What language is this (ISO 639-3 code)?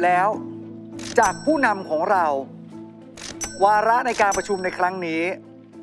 tha